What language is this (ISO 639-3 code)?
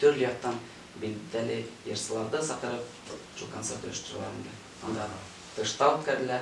bak